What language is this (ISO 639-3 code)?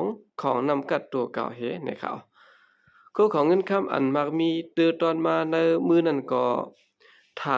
shn